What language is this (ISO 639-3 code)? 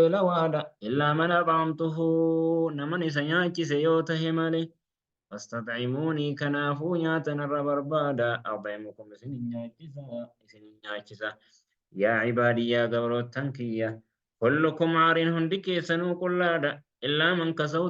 orm